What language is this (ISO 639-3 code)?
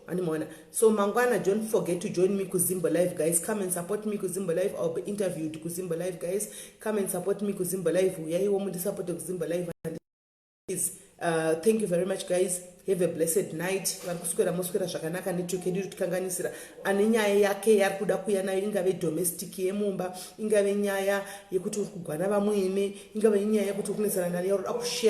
sna